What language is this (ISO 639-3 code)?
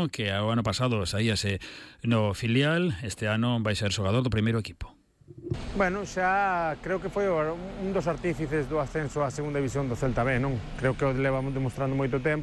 glg